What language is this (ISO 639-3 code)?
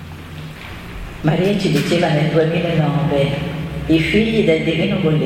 ita